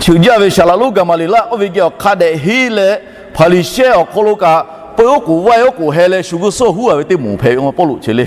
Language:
Lahu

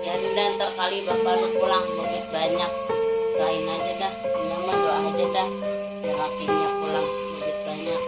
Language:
Betawi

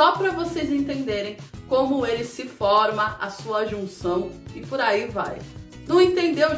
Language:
Portuguese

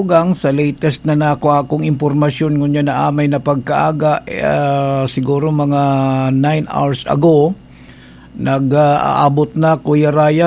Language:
Bikol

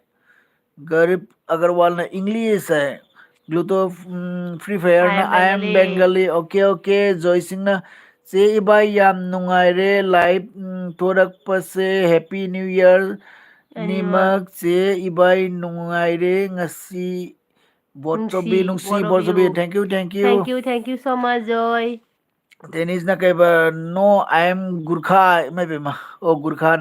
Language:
Manipuri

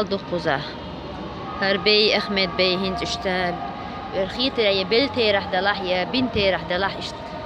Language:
Chechen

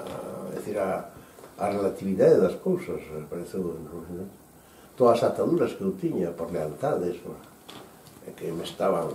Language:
Galician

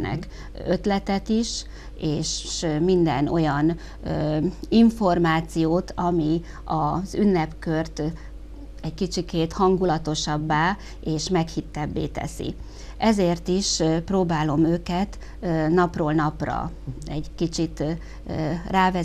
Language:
Hungarian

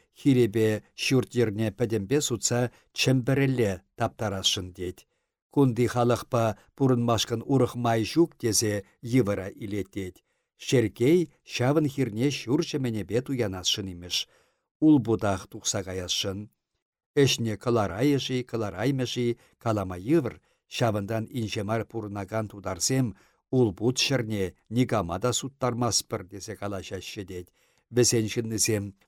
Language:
Chuvash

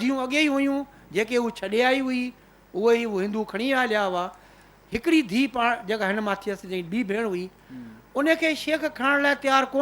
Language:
Sindhi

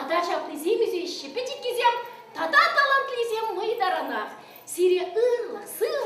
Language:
Chuvash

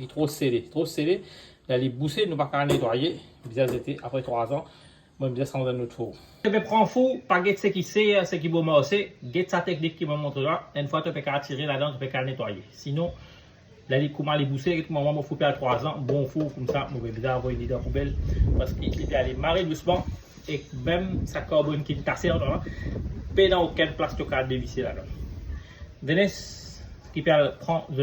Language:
Morisyen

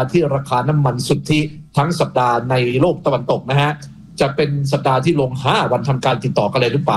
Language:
Thai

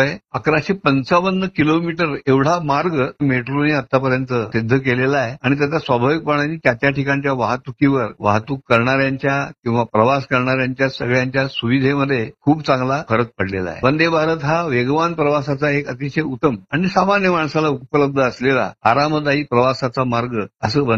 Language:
Marathi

